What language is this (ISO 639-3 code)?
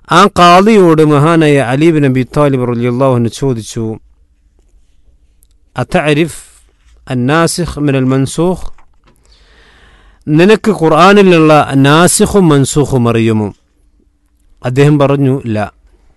mal